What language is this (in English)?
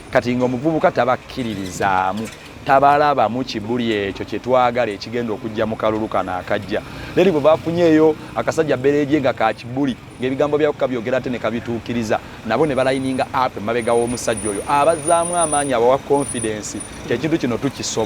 Ganda